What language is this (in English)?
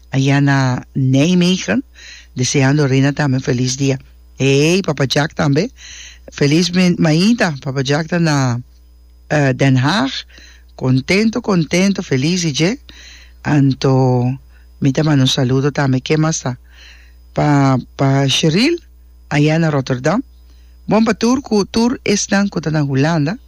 Papiamento